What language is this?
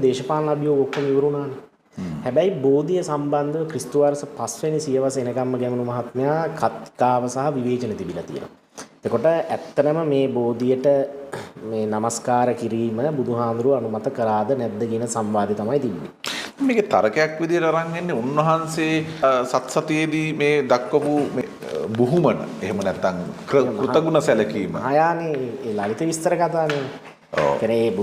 Sinhala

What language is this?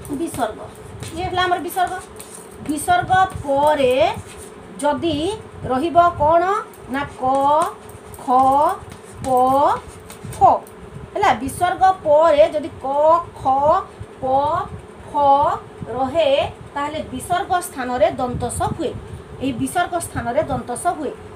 Odia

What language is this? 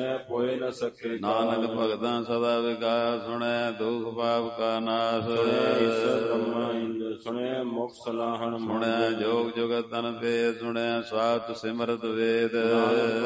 Punjabi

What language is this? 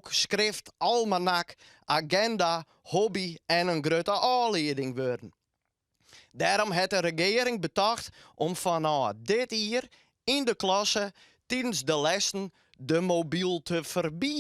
Western Frisian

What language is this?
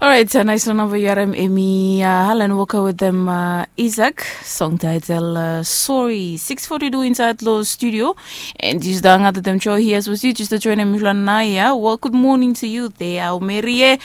Bislama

